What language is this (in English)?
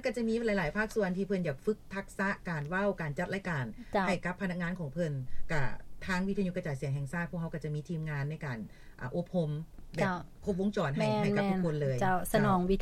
Lao